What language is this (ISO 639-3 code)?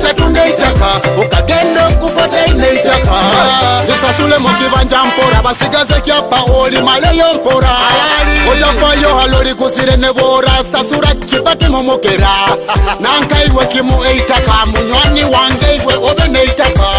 nyo